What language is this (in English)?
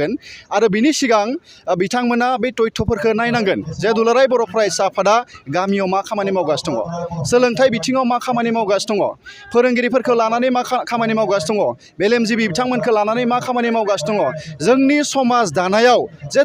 Bodo